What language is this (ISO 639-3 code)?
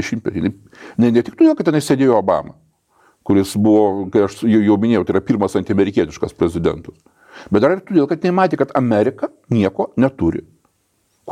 lit